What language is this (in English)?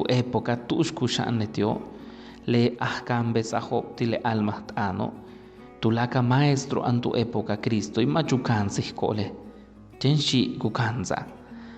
Yucateco